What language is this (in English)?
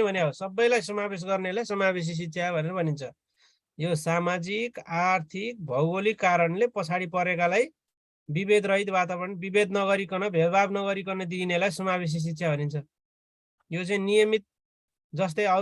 Nepali